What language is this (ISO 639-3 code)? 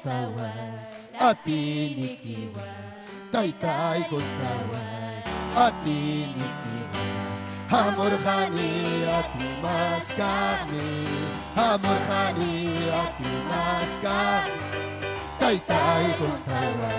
quy